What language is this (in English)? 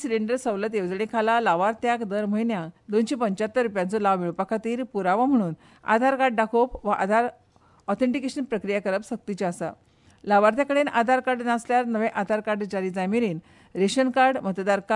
Konkani